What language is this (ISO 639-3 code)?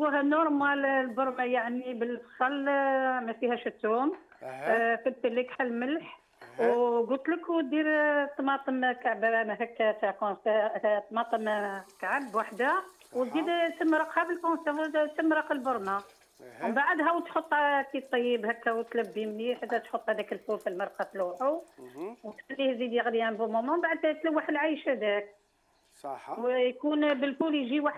arq